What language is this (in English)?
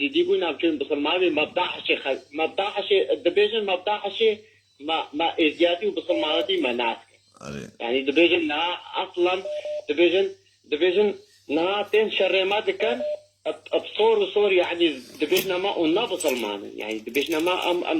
Kurdish